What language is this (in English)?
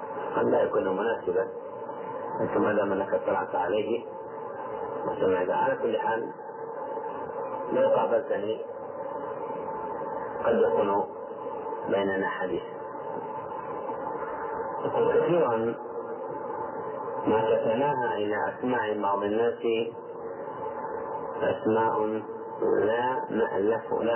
Arabic